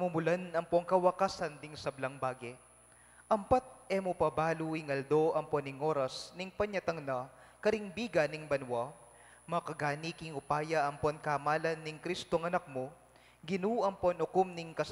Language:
Pampanga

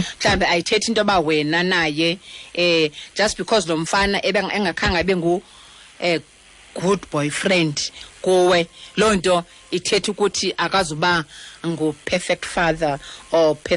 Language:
Xhosa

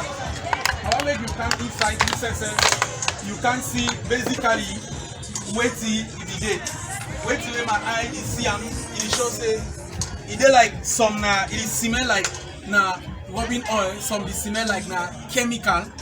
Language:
Cameroon Pidgin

